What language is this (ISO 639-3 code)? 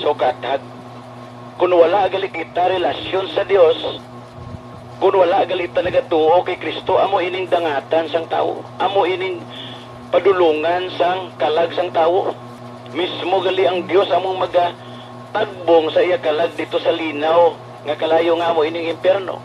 hil